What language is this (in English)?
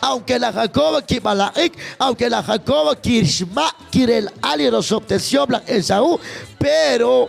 Kekchí